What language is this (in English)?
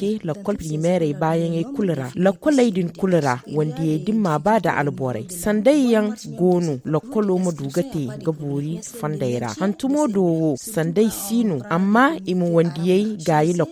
Zarma